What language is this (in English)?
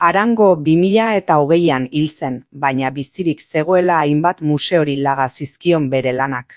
Basque